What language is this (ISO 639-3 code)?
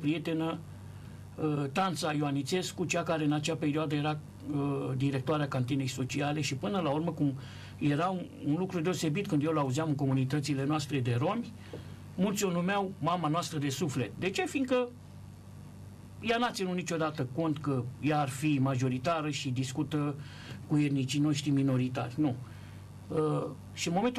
ron